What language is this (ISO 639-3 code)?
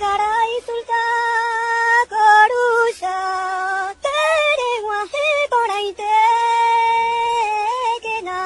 grn